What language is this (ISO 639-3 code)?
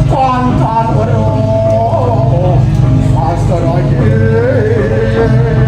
ban